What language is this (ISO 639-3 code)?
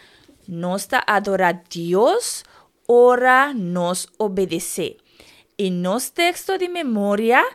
pap